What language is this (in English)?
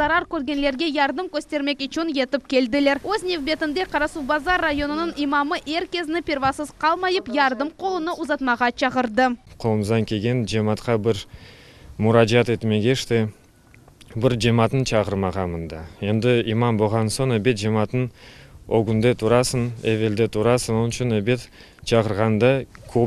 Crimean Tatar